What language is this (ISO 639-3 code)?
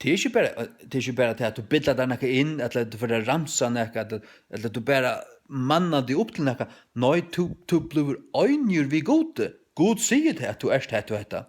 fao